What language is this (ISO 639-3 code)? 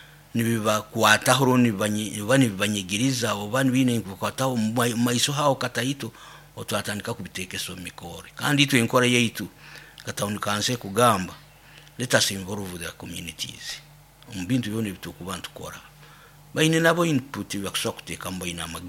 nyo